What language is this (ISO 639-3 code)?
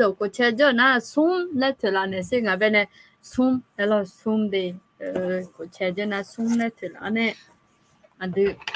ahk